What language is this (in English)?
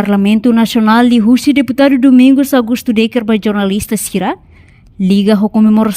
Tetum